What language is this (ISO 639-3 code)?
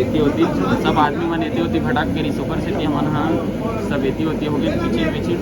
hne